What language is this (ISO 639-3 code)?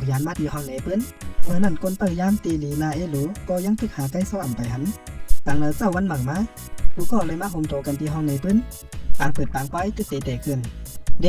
shn